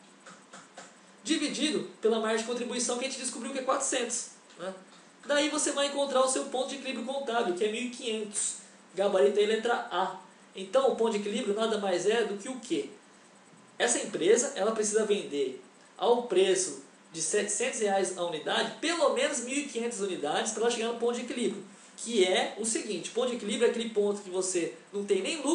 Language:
Portuguese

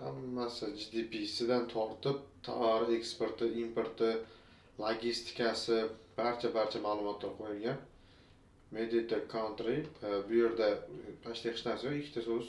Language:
Uzbek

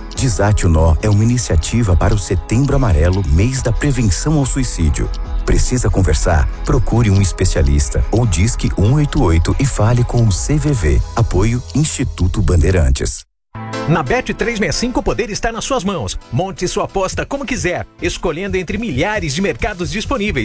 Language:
Portuguese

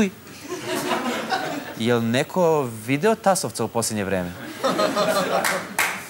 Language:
Serbian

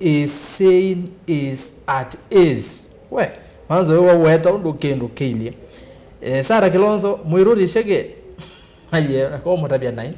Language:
Kamba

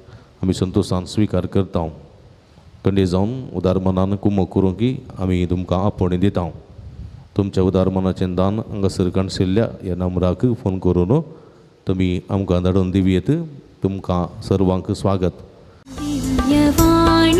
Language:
Konkani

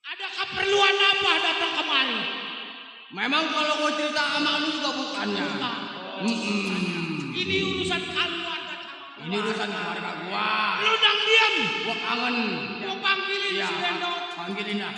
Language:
Betawi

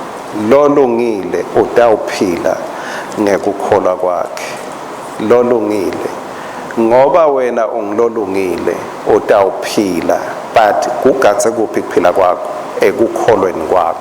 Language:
Swati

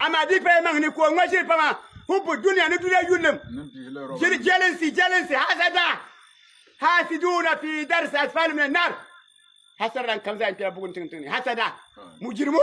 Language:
Dagbani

